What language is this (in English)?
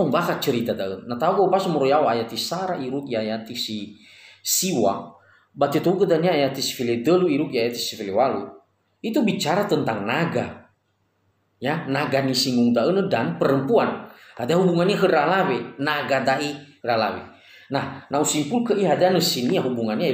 Nias